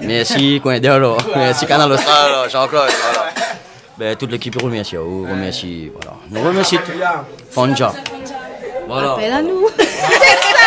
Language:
Réunion Creole French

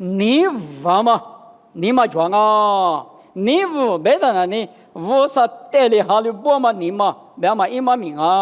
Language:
Lisu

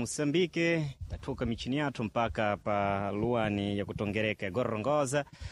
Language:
Sena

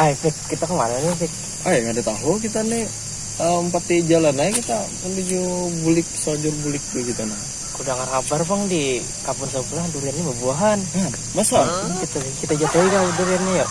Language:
Banjar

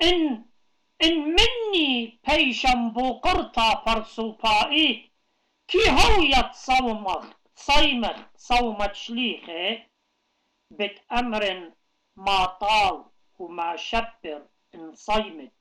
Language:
Assyrian Neo-Aramaic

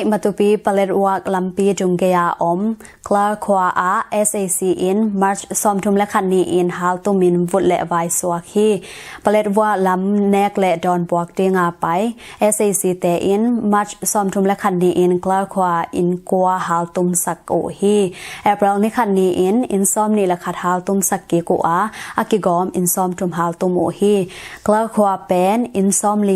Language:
Tedim Chin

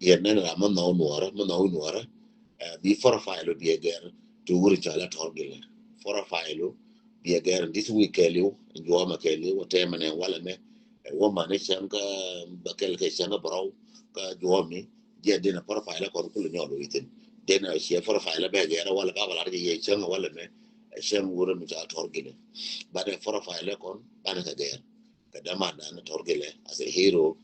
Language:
Nuer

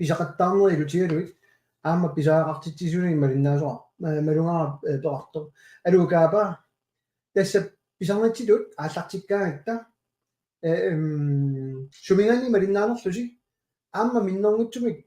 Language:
Kalaallisut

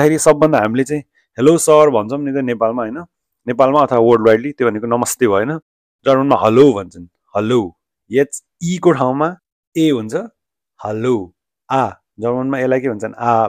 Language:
Nepali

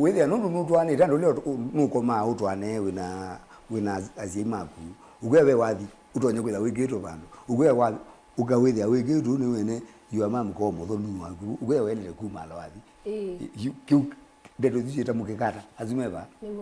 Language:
Kamba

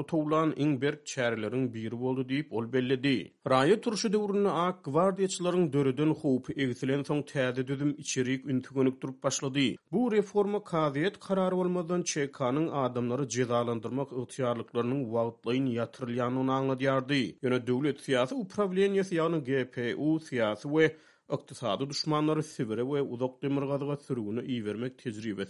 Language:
Turkmen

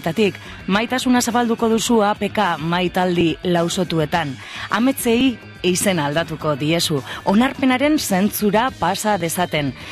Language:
Basque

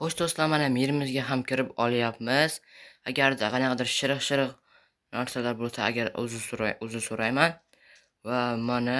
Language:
Uzbek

